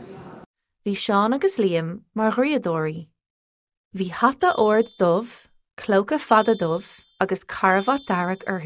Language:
Irish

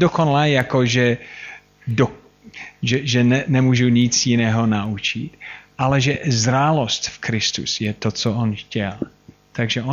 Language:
Czech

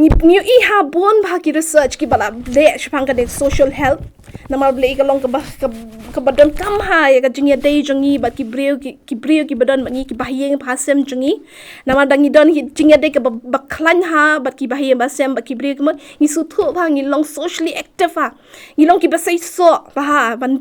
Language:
Khasi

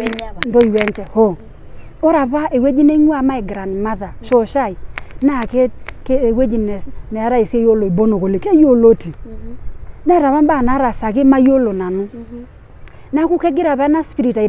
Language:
Masai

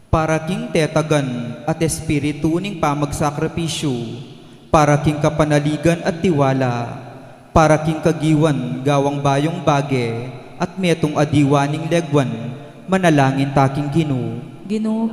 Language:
Pampanga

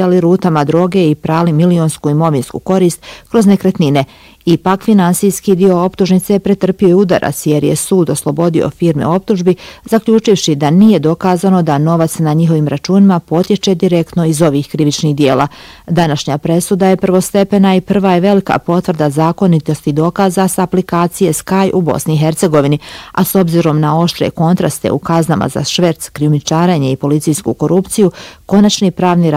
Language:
Bosnian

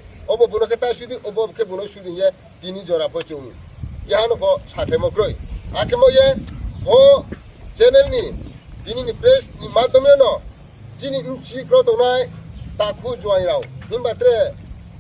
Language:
Riang (India)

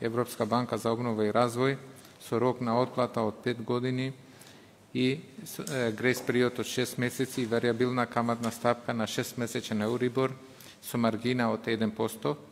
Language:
Macedonian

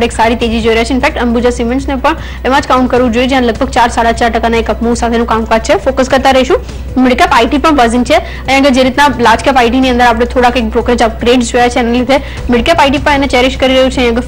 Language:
Gujarati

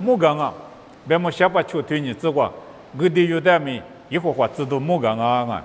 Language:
Lisu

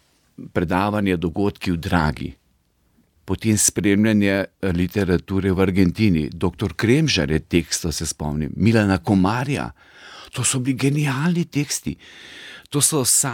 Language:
Slovenian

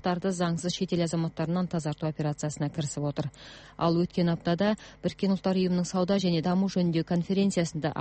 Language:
Kazakh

